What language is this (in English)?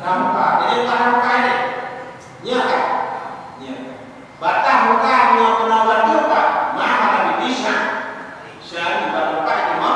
Achinese